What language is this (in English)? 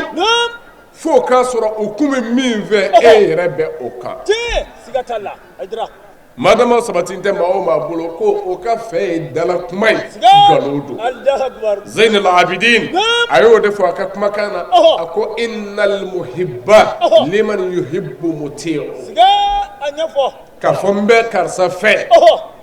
Bambara